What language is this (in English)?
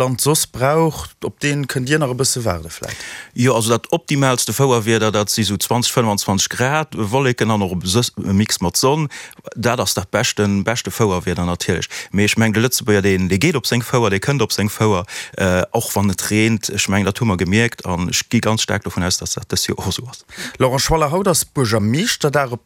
Luxembourgish